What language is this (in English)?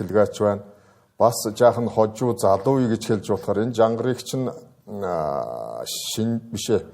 Mongolian